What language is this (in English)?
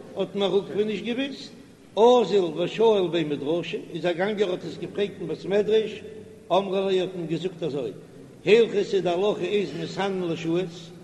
Yiddish